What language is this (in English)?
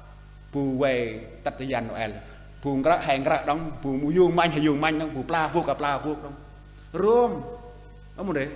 Central Mnong